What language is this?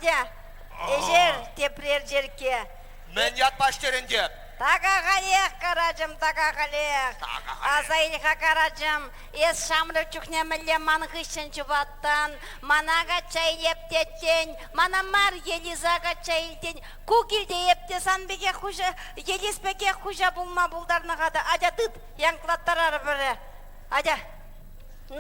Chuvash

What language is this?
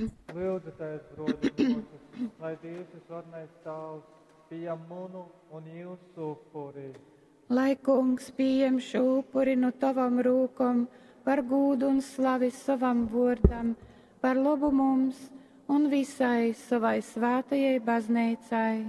Latgalian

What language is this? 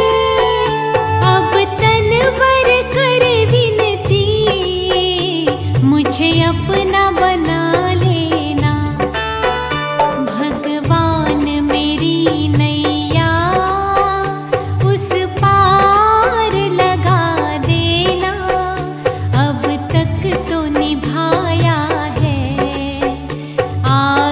Hindi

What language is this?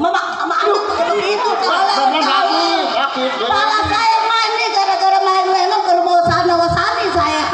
Betawi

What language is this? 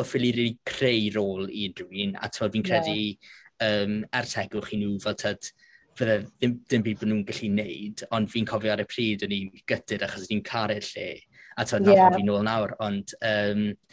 Welsh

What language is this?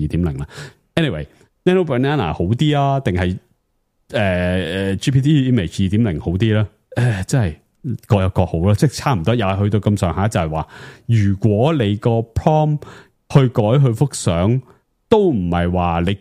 Cantonese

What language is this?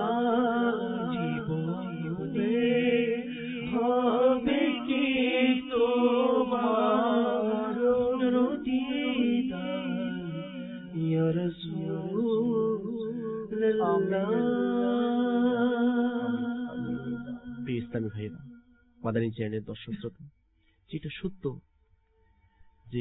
Bangla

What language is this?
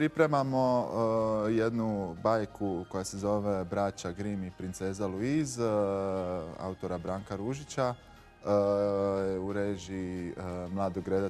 Croatian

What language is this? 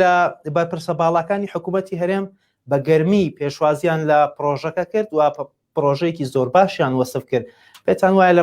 Central Kurdish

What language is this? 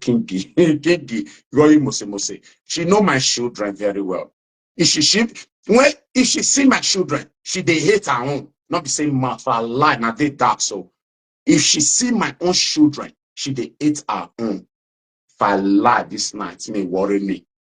Nigerian Pidgin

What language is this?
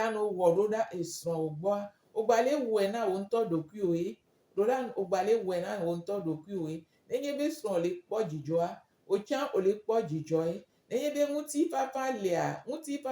Gen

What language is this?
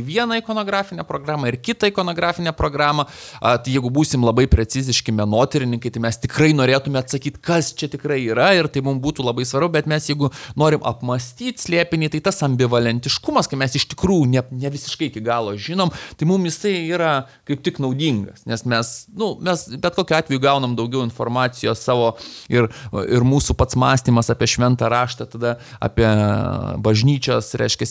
Lithuanian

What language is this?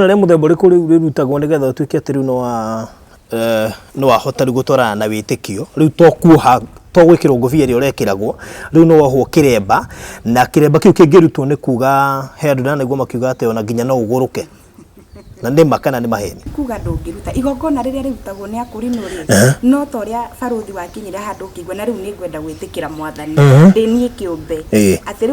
Kikuyu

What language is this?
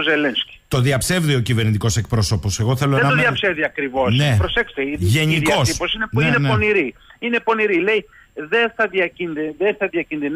Greek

